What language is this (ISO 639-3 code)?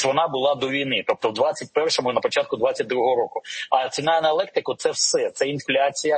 ukr